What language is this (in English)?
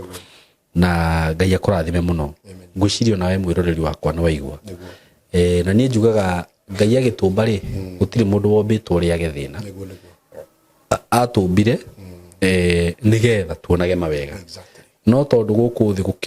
Kikuyu